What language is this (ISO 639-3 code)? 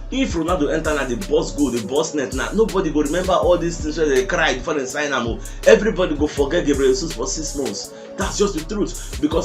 pcm